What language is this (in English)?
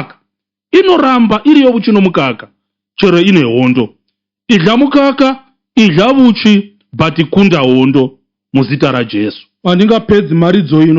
Shona